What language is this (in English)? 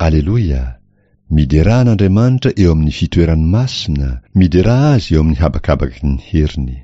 Malagasy